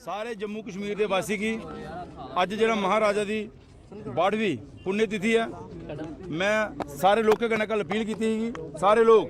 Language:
Dogri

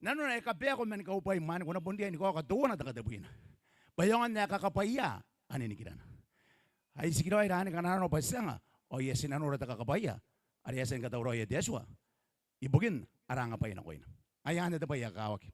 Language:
Gilbertese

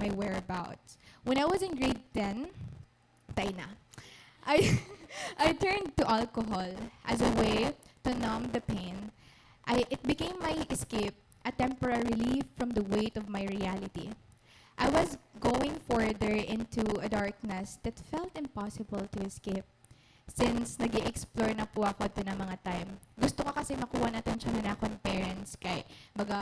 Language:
Waray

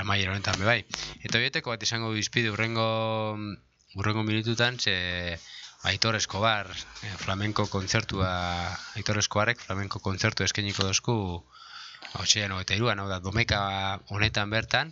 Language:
Basque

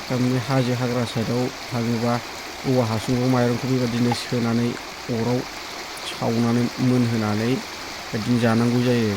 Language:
Bodo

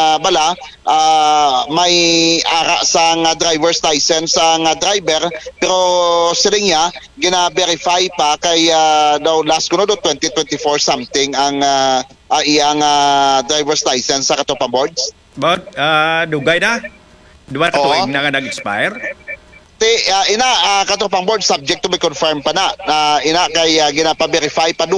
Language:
Hiligaynon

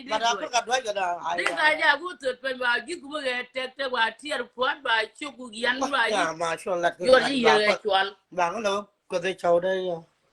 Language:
Nuer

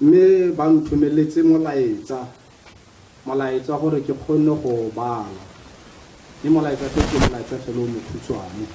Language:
Tswana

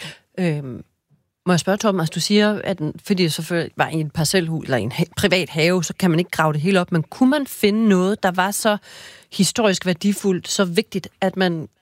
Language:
Danish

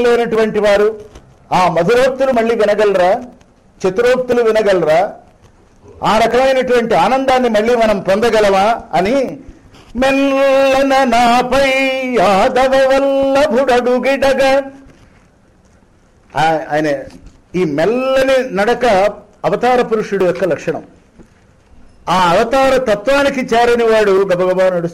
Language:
Telugu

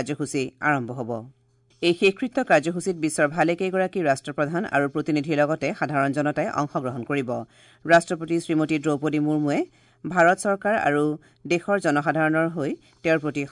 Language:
Assamese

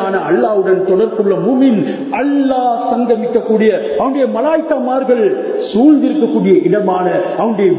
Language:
Tamil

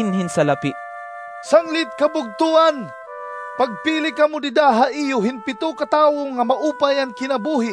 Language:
Waray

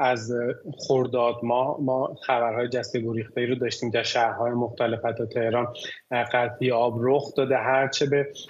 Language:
Persian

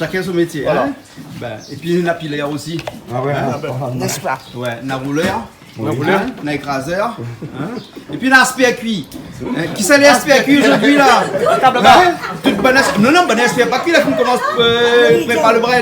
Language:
Réunion Creole French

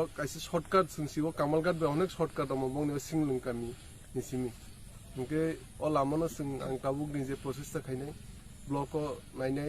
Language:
Kok Borok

